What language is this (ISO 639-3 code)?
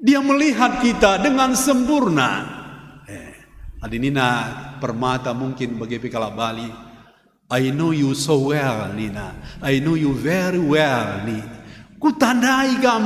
btx